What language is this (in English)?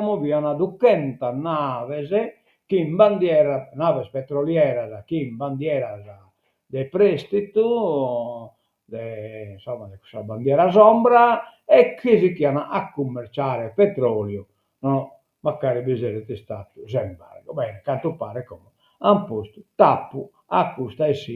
Sardinian